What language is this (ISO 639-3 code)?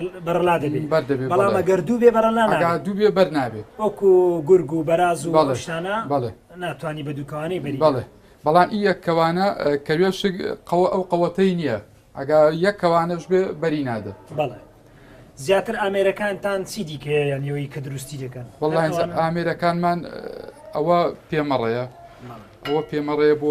ckb